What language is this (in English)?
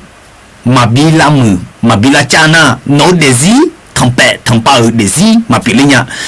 Akha